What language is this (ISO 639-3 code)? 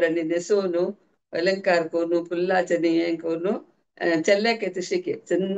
kok